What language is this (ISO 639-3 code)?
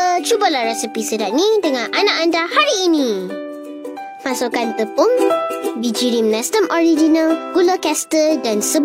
msa